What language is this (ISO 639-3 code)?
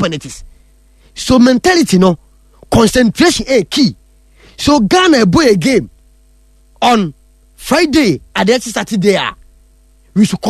aka